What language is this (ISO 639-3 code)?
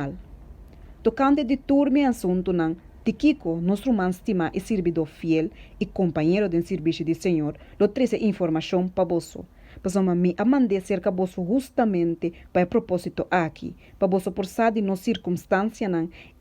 pap